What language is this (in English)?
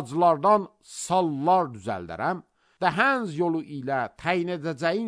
Azerbaijani